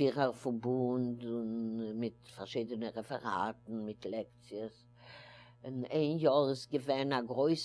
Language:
Yiddish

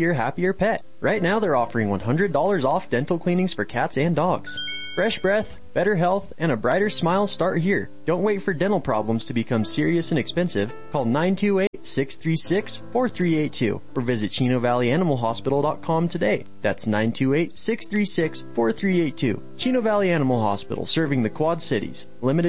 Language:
English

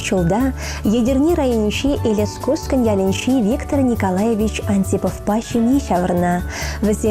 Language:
Chuvash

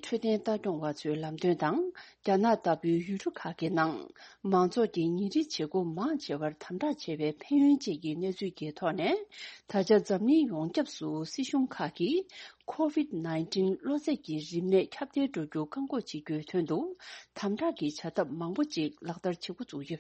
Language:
Tibetan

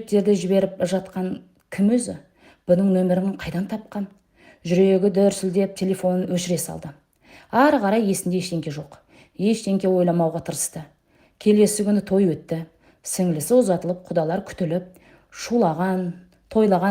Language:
Kazakh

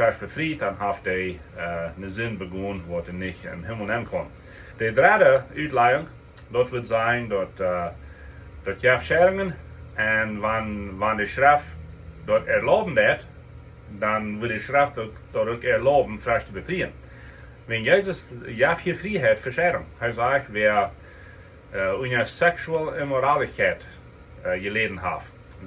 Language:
Plautdietsch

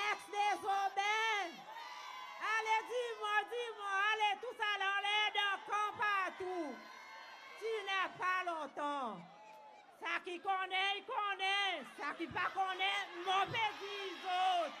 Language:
Seselwa Creole French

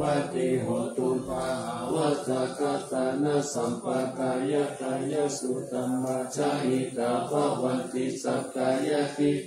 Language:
Pali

